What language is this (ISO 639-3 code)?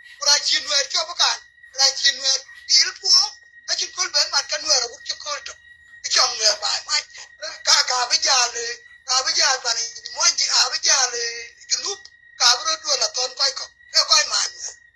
nus